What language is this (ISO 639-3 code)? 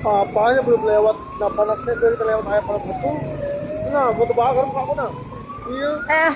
bjn